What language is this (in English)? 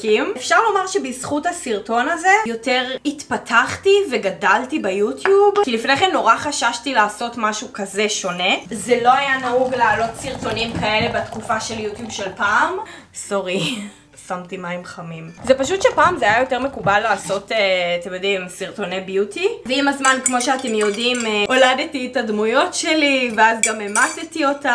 Hebrew